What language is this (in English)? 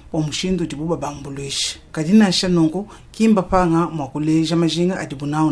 Luba-Lulua